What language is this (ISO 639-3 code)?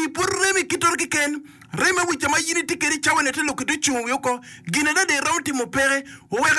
ach